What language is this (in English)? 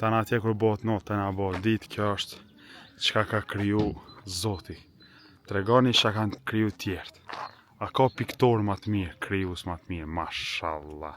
Albanian